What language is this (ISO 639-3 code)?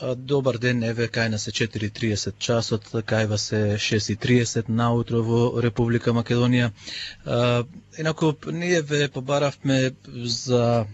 mkd